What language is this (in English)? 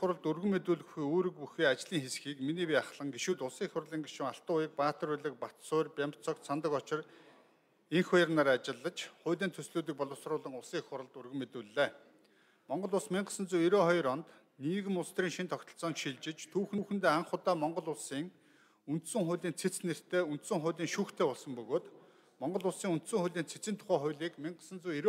Mongolian